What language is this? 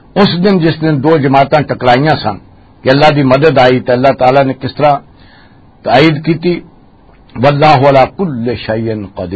Western Panjabi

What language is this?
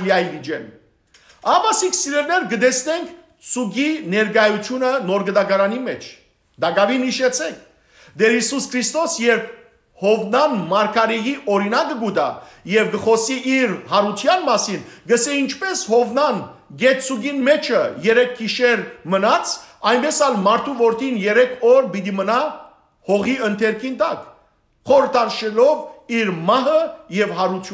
Western Armenian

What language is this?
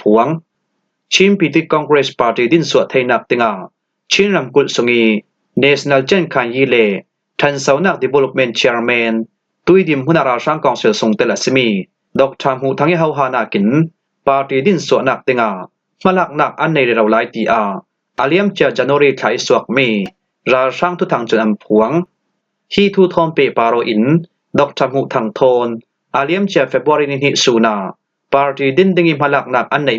Falam Chin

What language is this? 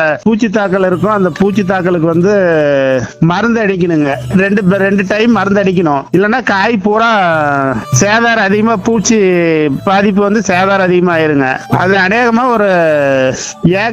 Tamil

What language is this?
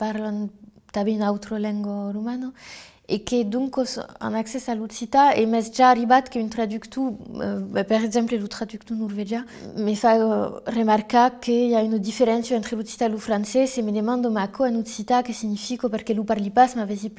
Occitan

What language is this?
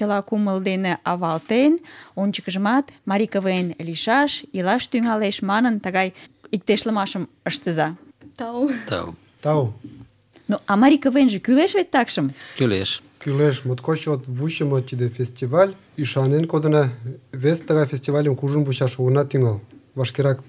Mari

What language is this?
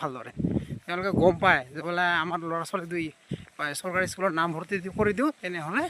Assamese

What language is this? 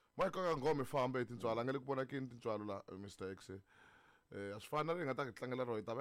Tsonga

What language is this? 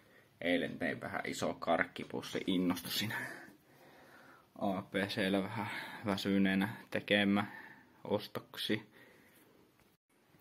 Finnish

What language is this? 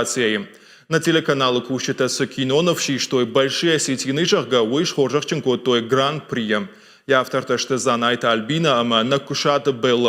Ossetic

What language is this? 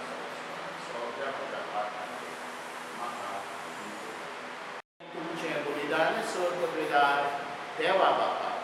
Konkani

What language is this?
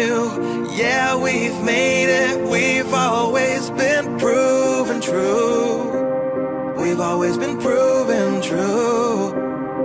Korean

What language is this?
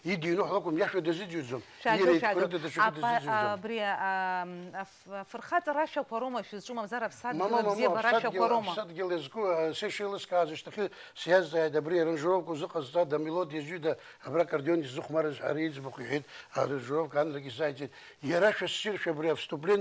Abkhazian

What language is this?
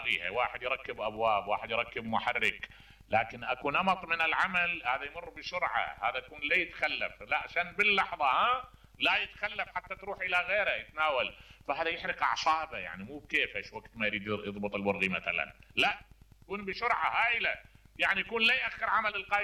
Mesopotamian Arabic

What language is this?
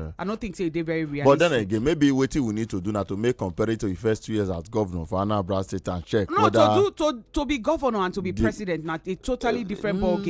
Nigerian Pidgin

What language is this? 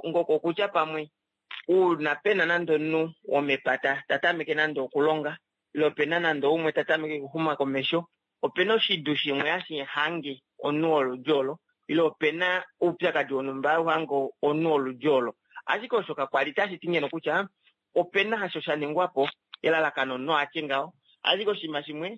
Kuanyama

